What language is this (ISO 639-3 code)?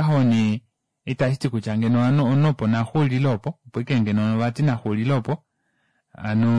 kua